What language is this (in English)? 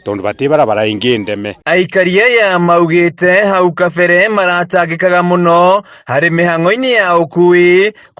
Kikuyu